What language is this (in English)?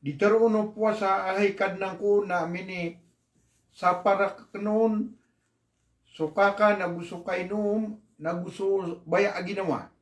Maranao